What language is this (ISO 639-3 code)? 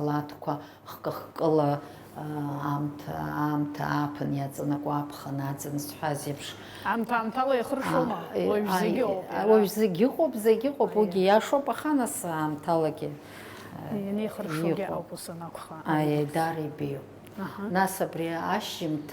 abk